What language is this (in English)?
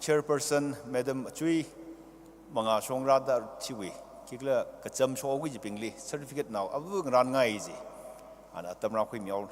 Tangkhul Naga (India)